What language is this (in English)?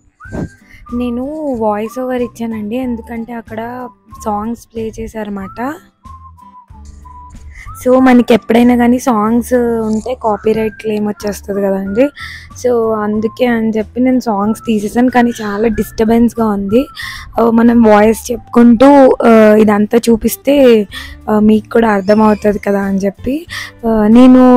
Telugu